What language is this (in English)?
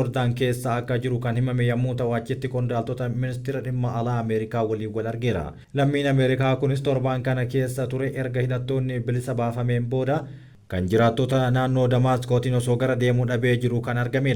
Oromo